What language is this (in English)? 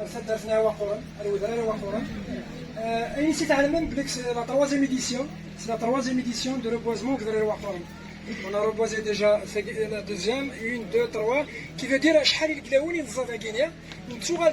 Kabyle